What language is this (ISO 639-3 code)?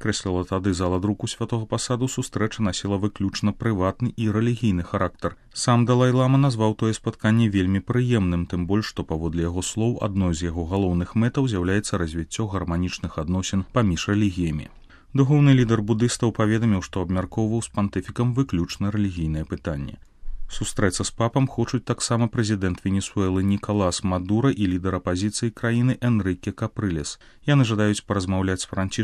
bel